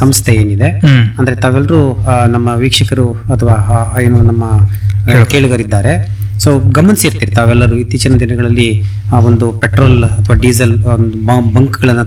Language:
Kannada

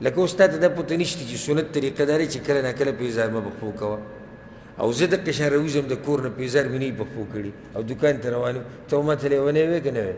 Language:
Pashto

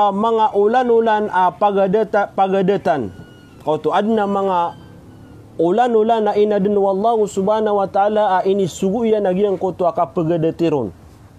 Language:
Maranao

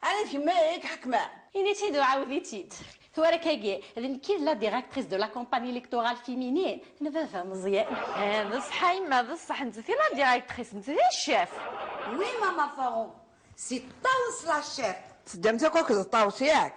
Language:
Kabyle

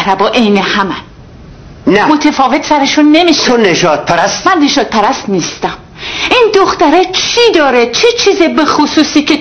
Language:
Persian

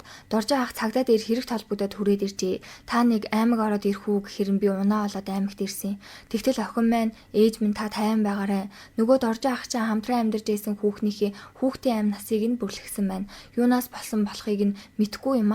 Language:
Mongolian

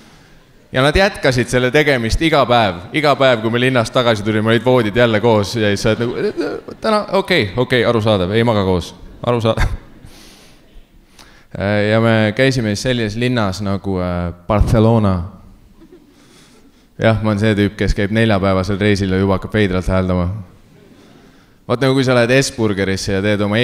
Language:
Estonian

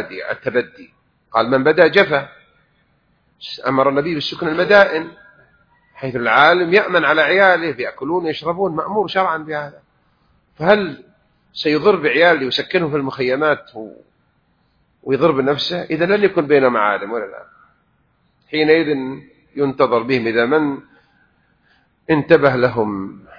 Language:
Arabic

